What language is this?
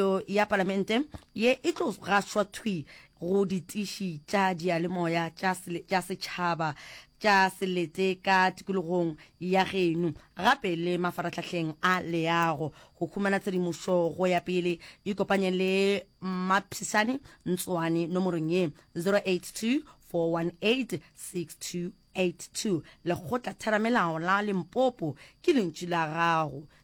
Northern Sotho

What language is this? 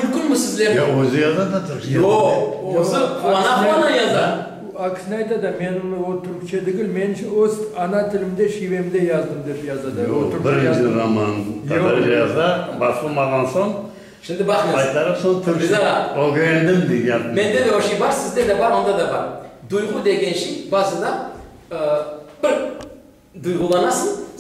Crimean Tatar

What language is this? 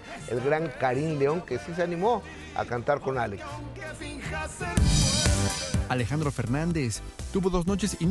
Spanish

